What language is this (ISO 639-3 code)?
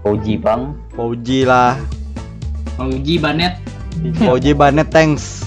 bjn